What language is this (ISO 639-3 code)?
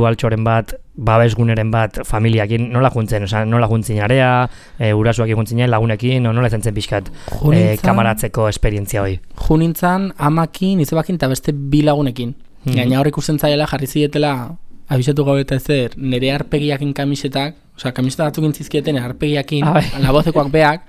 eus